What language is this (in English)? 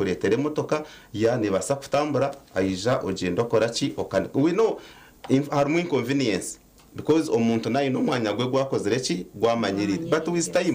Nyankole